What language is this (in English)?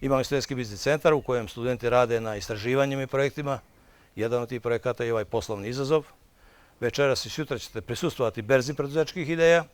Bosnian